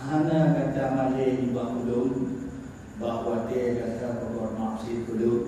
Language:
Achinese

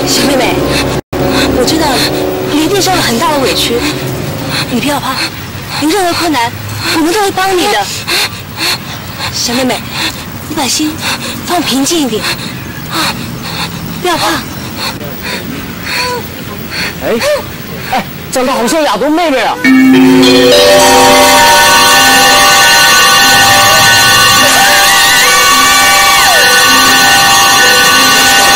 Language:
Chinese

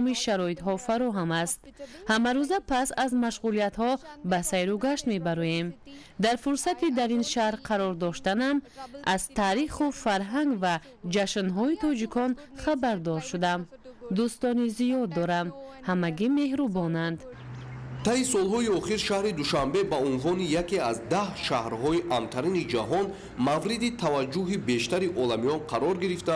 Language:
Tajik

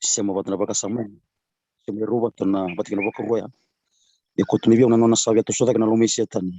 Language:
Fijian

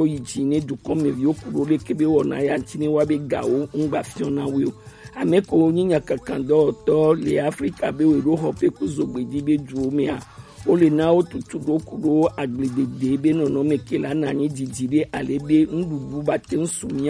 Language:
Gen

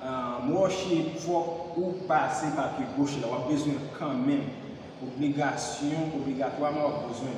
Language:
Haitian Creole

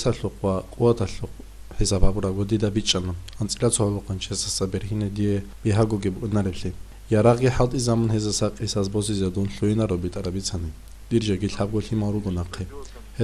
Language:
Avaric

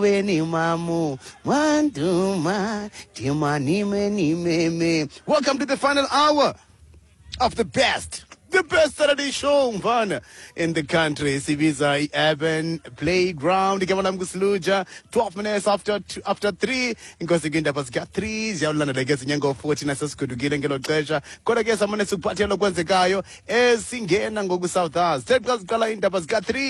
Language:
Xhosa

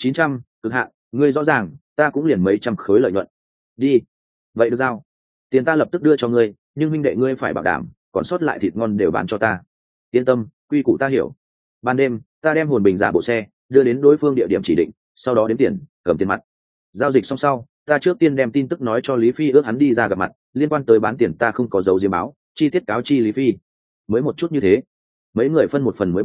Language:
Vietnamese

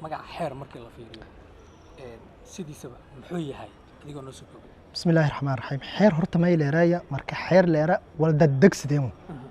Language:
Somali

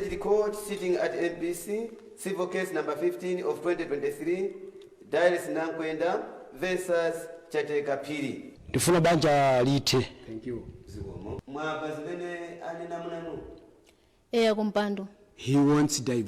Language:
Nyanja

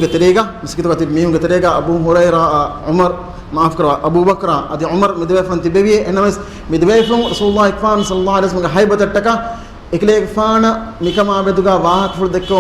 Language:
Divehi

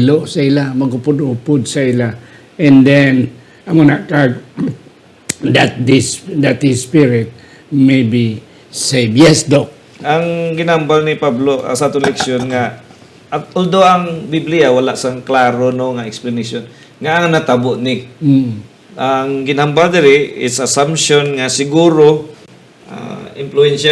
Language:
Hiligaynon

